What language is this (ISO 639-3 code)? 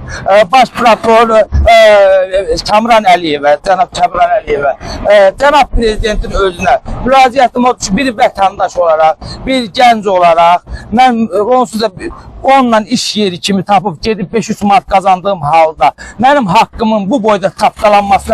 aze